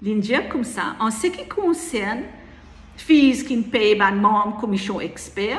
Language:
Morisyen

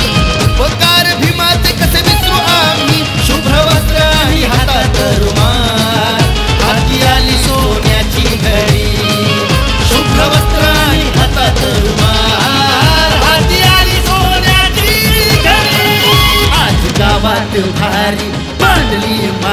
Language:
Marathi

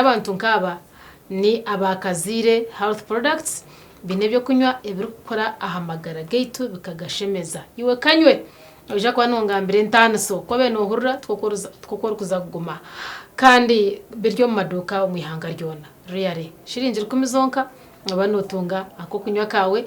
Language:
Nyankole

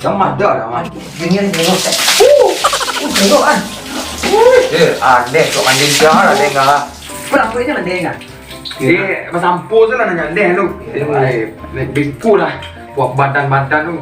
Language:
Minangkabau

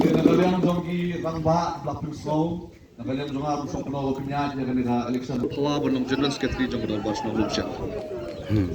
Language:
Khasi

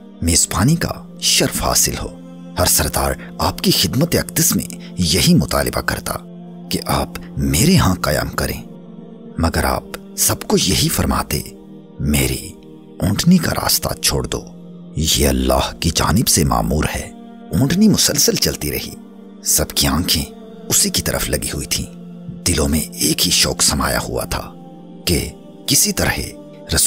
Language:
Urdu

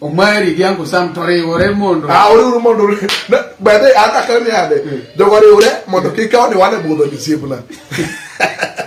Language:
Luo (Kenya and Tanzania)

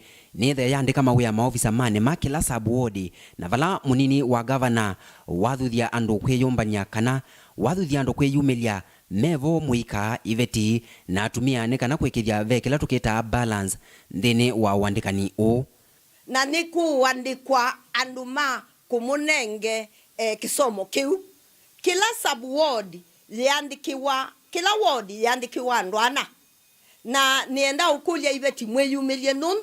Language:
Kamba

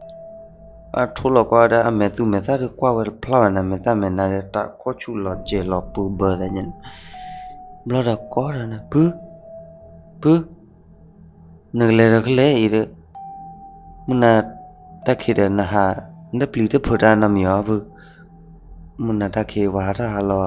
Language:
S'gaw Karen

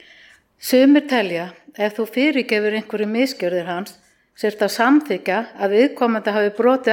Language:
Icelandic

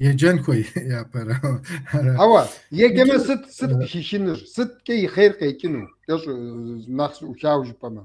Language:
Kabardian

